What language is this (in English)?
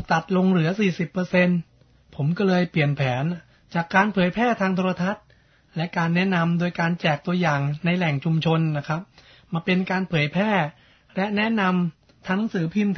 Thai